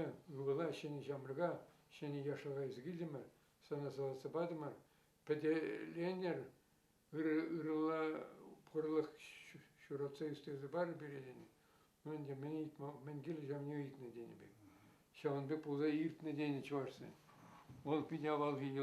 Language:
Chuvash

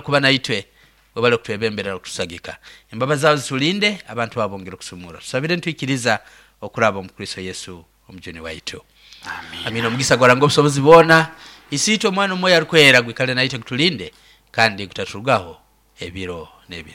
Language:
Nyoro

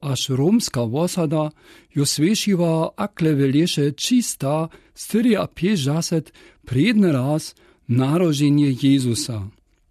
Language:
Lower Sorbian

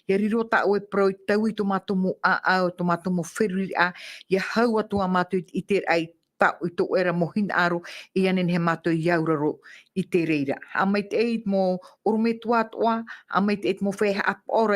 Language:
Tahitian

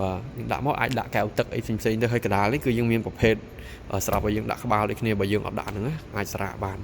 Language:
Khmer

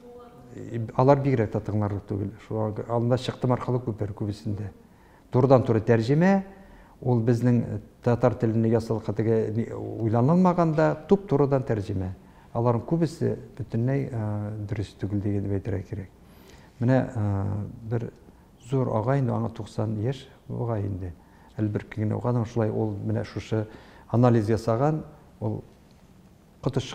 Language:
Tatar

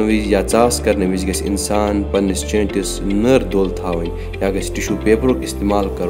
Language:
Kashmiri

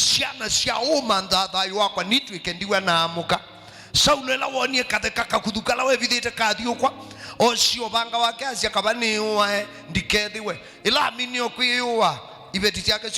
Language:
Kamba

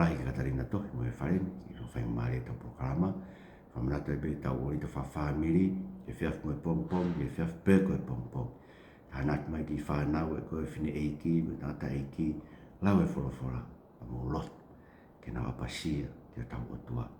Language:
Tongan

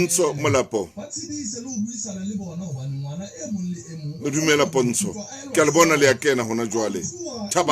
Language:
Southern Sotho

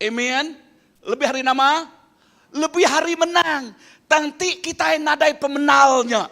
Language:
Iban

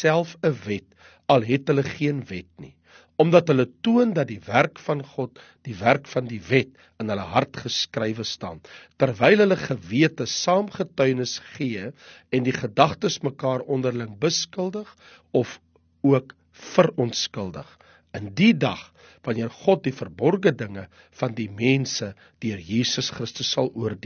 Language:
Afrikaans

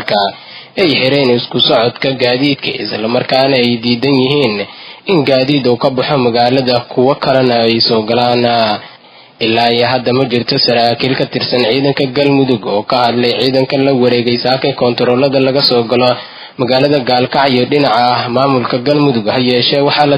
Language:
Somali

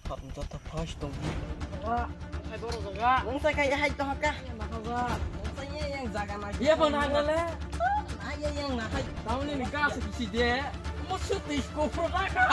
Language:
Kok Borok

